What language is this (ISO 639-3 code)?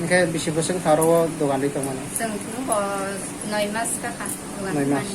trp